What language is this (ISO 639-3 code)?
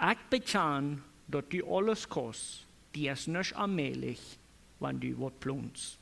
pdt